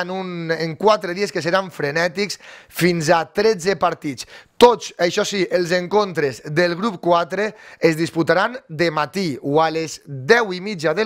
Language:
Catalan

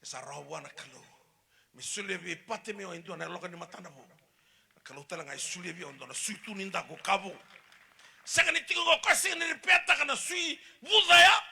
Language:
Fijian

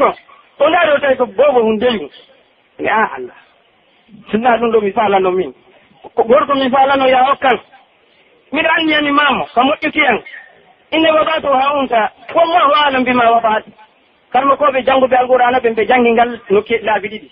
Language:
Pular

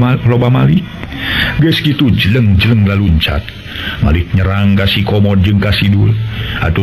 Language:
Sundanese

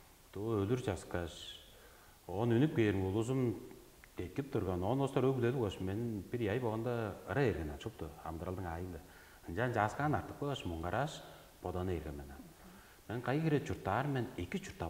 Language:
Tuvinian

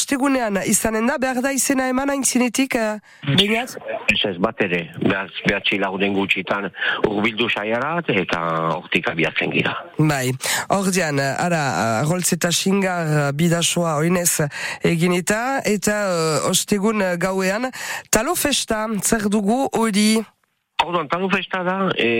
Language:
Basque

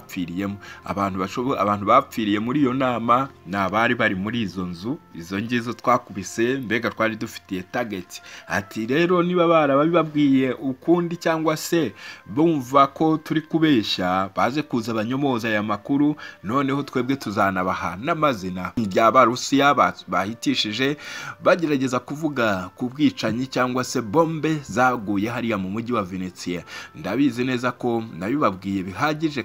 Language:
Kinyarwanda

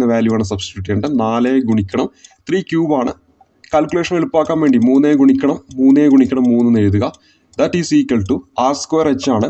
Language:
Malayalam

